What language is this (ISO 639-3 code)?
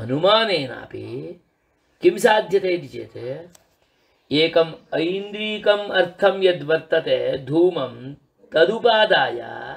san